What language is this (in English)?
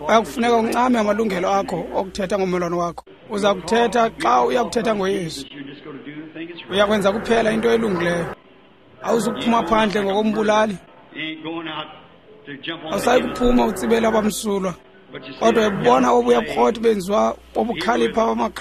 Xhosa